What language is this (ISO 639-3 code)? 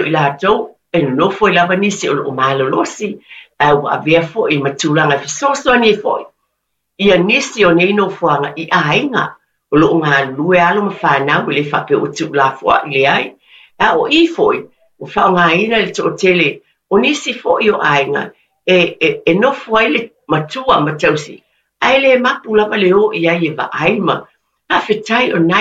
smo